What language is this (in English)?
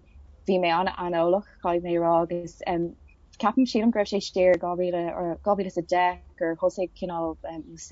Irish